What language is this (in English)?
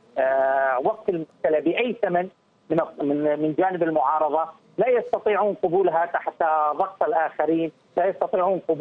Arabic